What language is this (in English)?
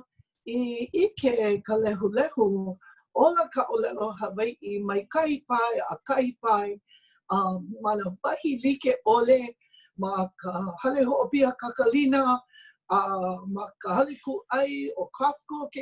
Hawaiian